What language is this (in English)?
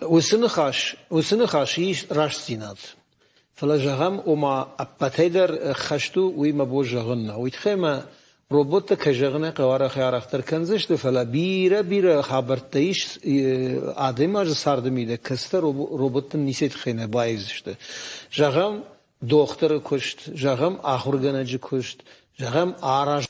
Ossetic